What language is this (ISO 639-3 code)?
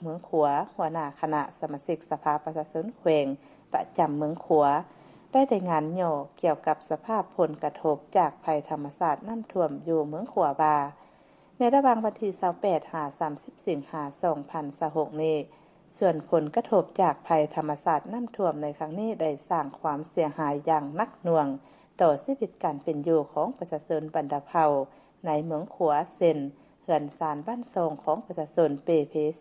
lao